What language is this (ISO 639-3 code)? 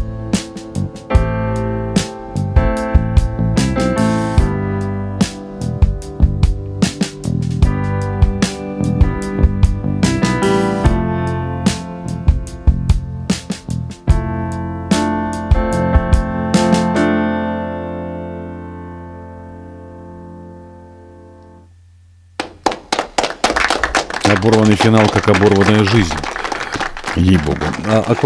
rus